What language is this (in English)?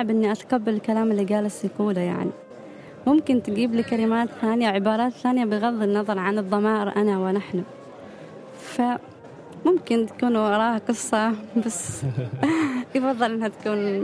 Gulf Arabic